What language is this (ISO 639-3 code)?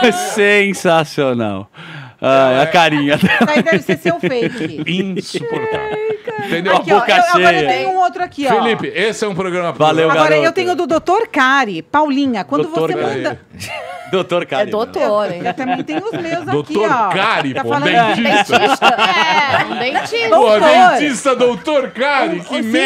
por